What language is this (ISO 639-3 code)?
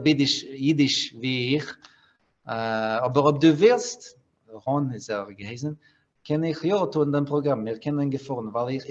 yid